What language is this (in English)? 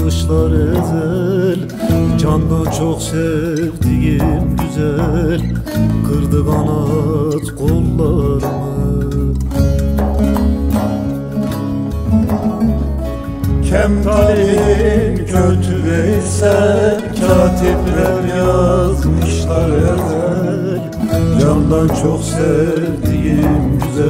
Turkish